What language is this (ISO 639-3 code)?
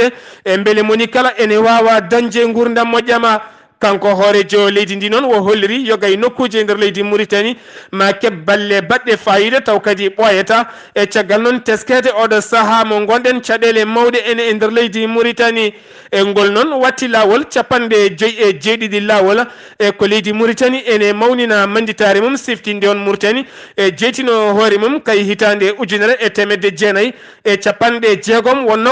ful